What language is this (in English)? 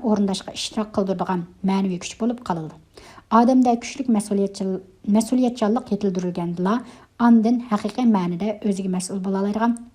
Uyghur